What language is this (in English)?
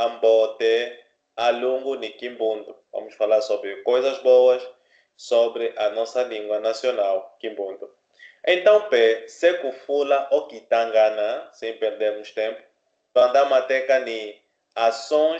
Kimbundu